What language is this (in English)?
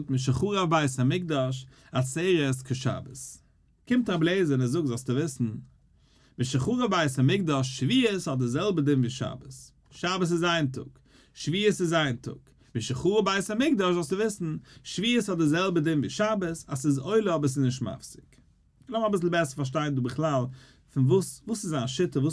Yiddish